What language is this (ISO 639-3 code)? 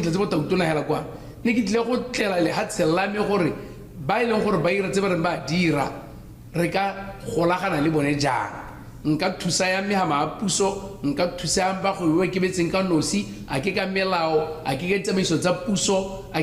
tsn